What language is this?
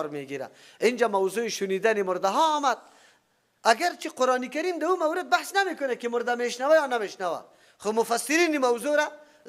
Persian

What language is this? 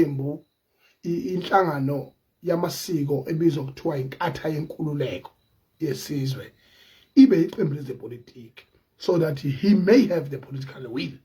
Zulu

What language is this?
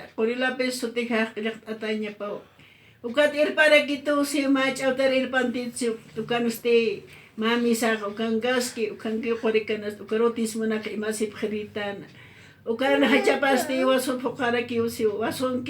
Aymara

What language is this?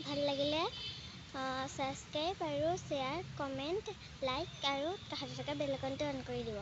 Assamese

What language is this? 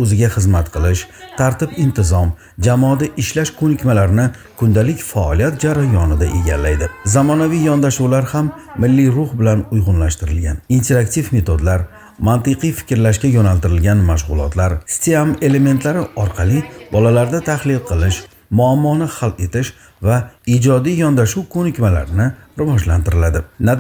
Uzbek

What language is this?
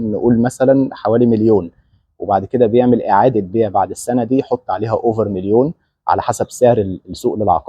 Egyptian Arabic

